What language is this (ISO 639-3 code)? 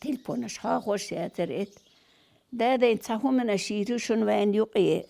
che